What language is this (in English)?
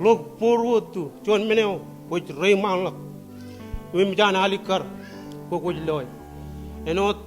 Marshallese